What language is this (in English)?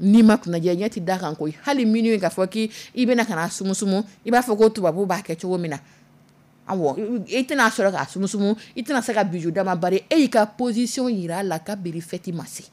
Dyula